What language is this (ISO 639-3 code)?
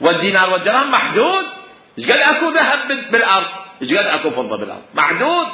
acm